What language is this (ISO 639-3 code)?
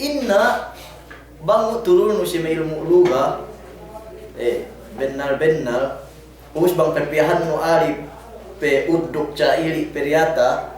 yka